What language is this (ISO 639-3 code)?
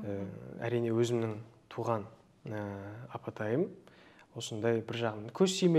kaz